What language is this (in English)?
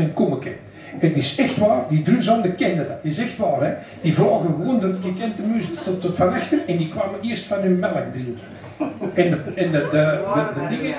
Dutch